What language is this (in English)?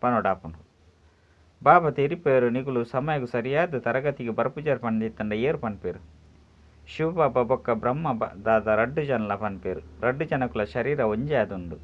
Tulu